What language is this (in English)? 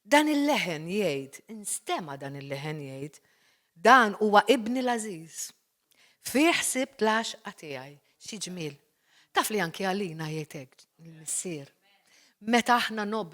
Maltese